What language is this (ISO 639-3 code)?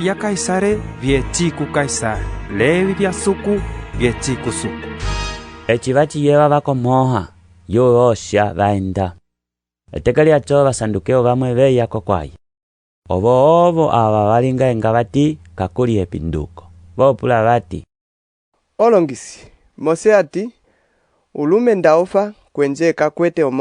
umb